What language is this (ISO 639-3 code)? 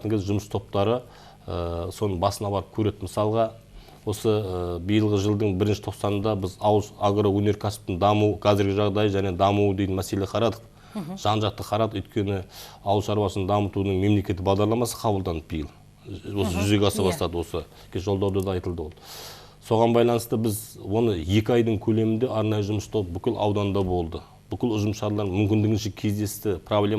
kaz